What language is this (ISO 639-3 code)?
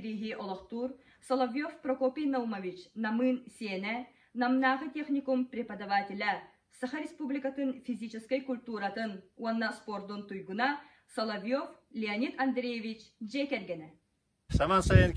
sah